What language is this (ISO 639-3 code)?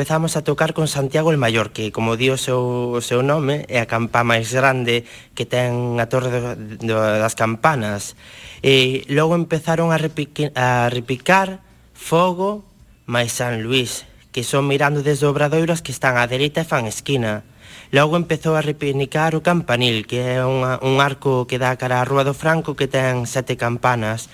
glg